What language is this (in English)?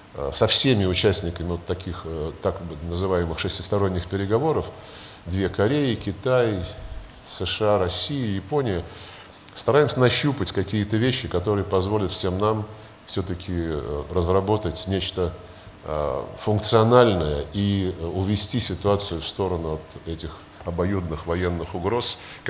Russian